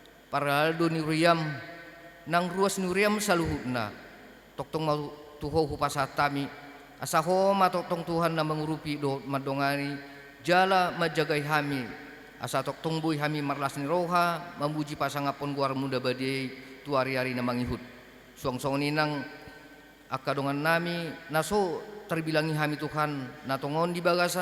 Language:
Batak Toba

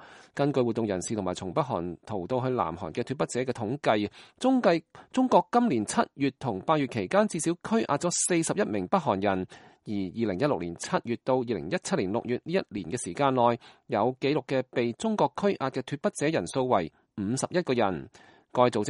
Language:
Cantonese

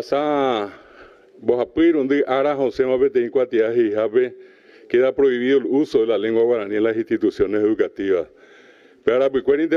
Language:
Guarani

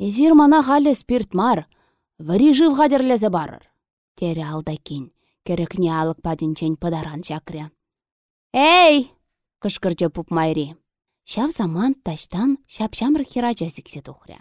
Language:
Chuvash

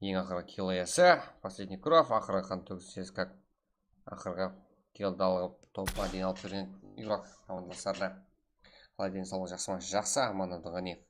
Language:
Kara-Kalpak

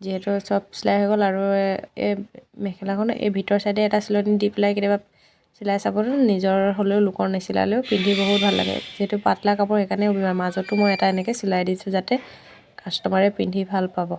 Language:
Assamese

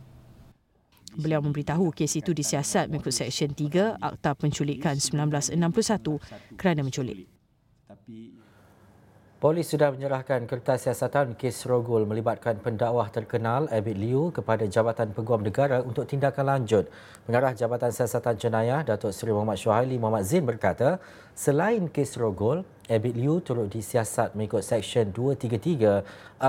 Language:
Malay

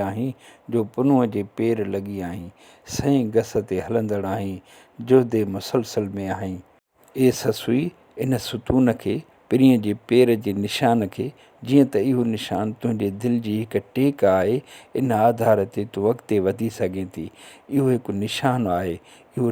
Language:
Sindhi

